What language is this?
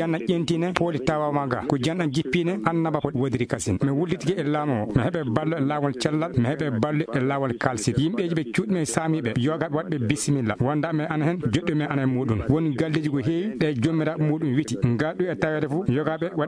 Fula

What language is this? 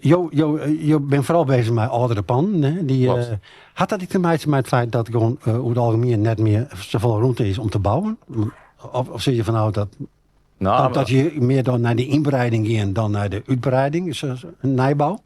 Western Frisian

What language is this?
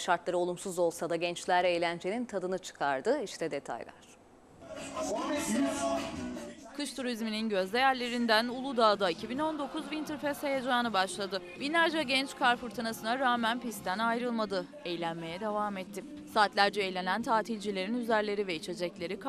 Turkish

